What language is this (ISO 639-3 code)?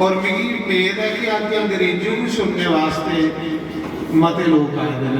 doi